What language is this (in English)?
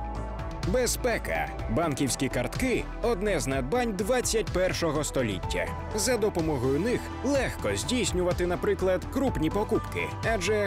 Ukrainian